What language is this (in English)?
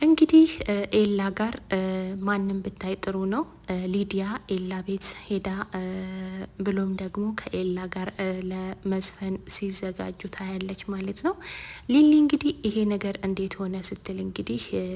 Amharic